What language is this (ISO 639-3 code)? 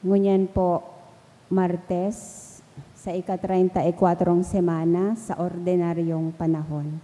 bik